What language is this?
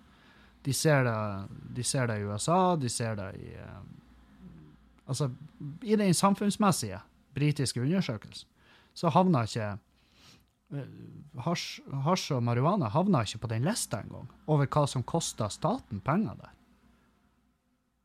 Norwegian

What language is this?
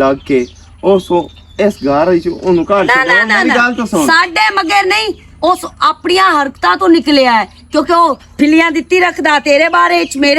Western Panjabi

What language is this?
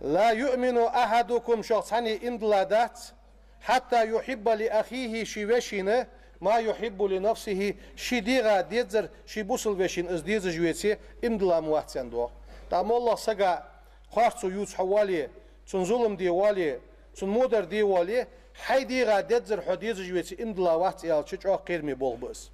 Ingush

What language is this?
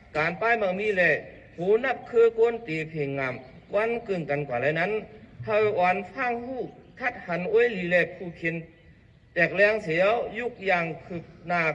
Shan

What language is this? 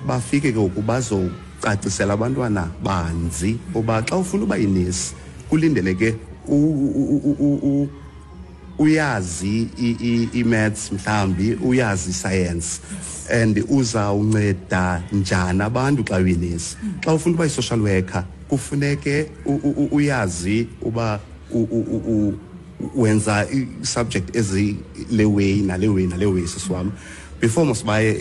Xhosa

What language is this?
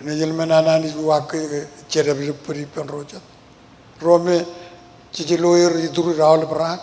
Marshallese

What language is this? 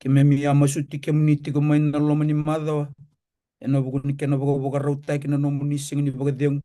Fijian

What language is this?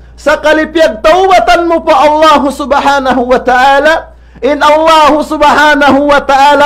Tausug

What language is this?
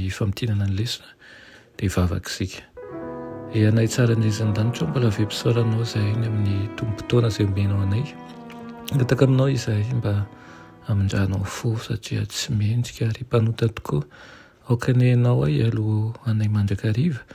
Malagasy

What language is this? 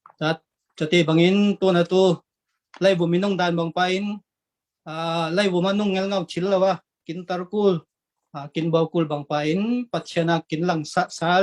Falam Chin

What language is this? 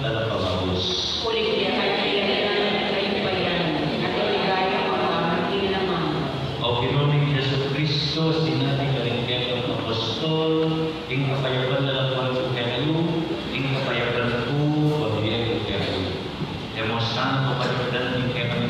Pampanga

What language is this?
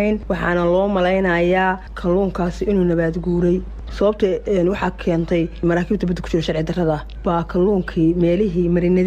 Somali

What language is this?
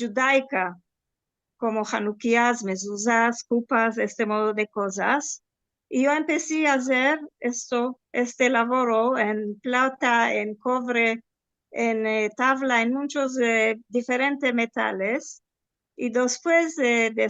Ladino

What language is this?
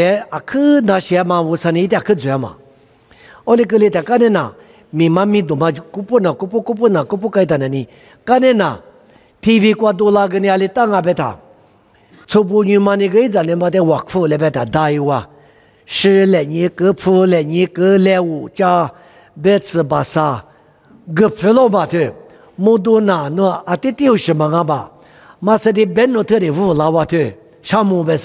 Lisu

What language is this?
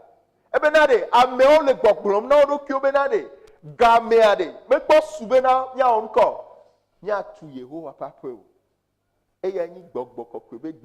Ewe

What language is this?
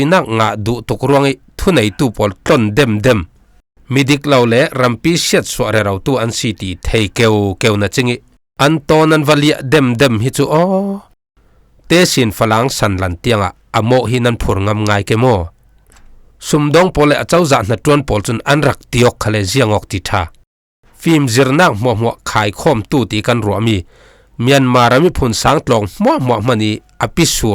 Falam Chin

